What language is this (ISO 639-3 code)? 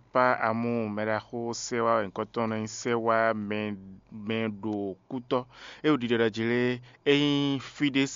fon